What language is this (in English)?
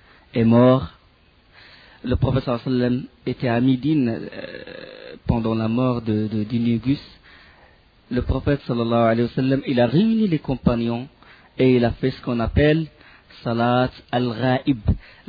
French